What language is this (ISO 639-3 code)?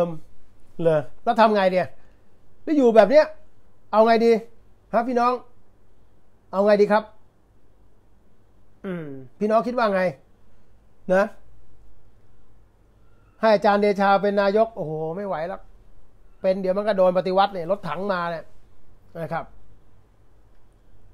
tha